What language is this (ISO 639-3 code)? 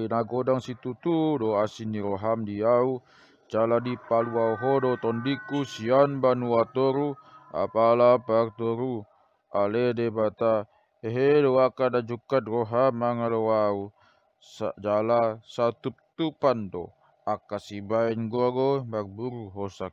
bbc